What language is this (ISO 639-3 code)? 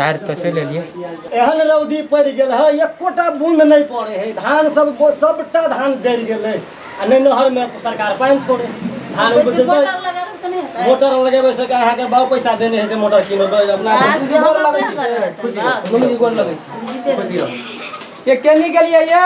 mai